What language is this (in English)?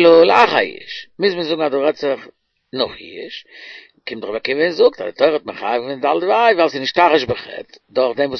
Yiddish